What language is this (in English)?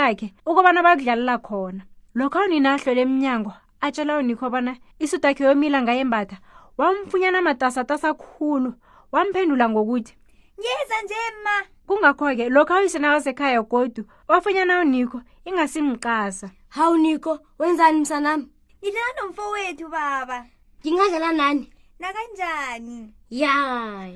South Ndebele